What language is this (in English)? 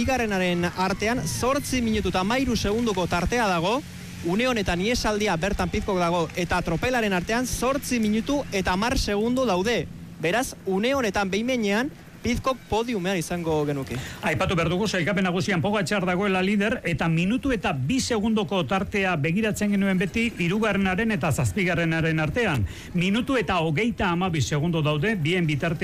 Basque